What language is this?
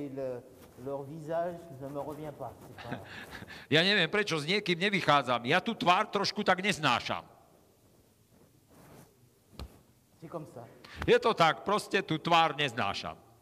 Slovak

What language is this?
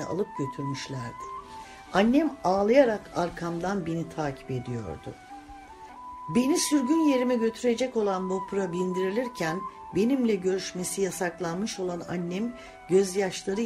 Turkish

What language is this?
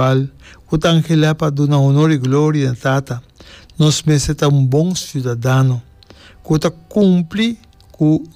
Papiamento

